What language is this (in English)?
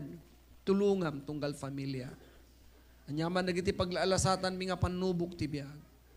Iloko